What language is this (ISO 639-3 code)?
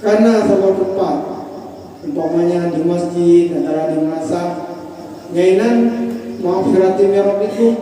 ace